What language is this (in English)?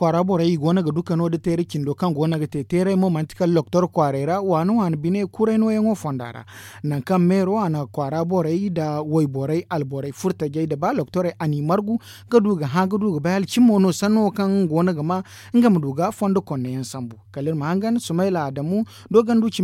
Zarma